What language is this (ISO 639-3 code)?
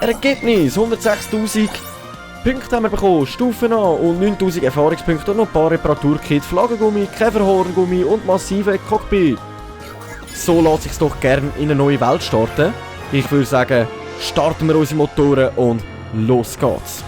gsw